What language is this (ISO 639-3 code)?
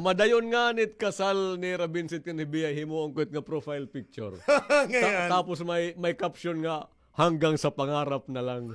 war